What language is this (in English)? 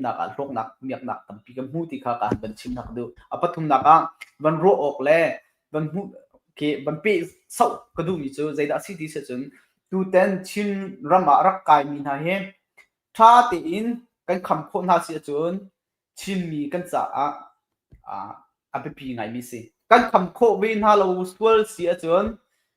Hakha Chin